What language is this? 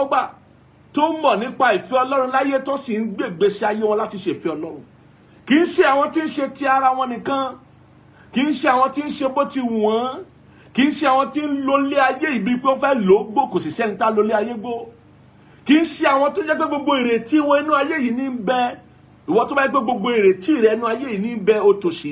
Yoruba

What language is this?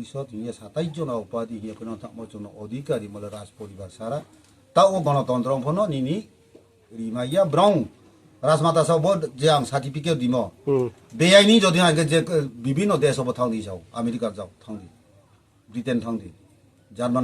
Riang (India)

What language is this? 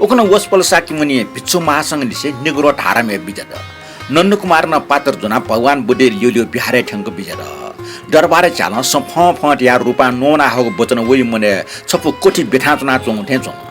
Newari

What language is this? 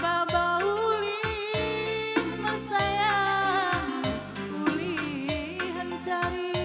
Batak Karo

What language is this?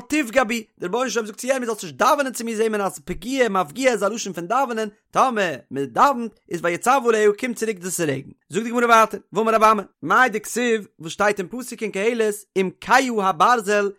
Yiddish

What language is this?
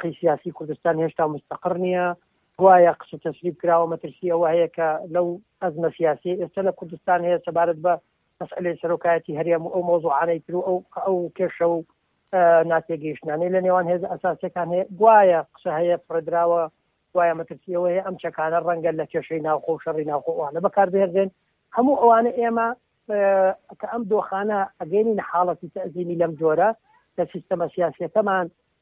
Central Kurdish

